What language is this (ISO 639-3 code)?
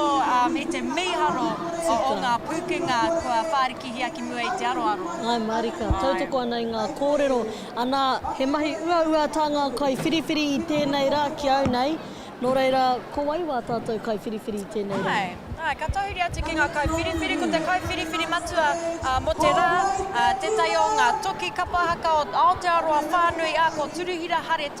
mri